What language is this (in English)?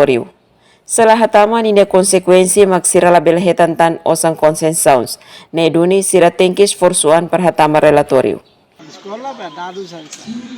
Tetum